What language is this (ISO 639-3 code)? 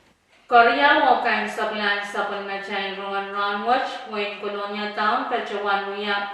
pon